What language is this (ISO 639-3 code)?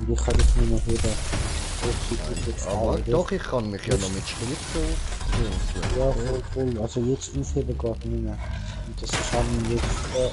gsw